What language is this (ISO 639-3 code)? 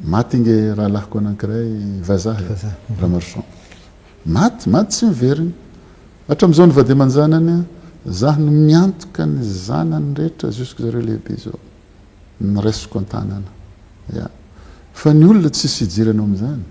mlg